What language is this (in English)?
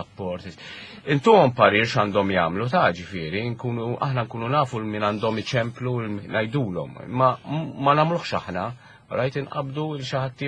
Maltese